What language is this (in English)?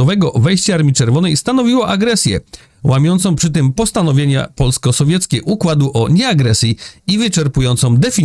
Polish